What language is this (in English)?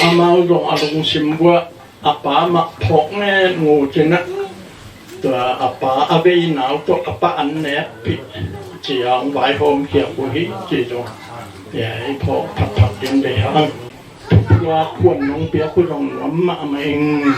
Tedim Chin